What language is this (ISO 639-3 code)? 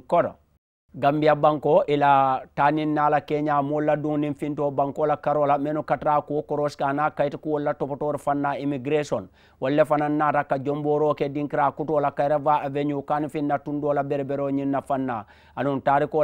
man